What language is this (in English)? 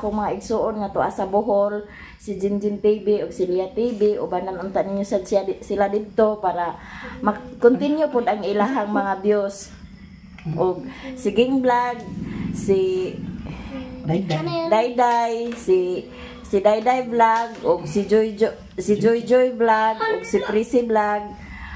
Cebuano